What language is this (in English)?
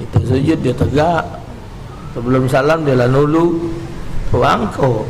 Musi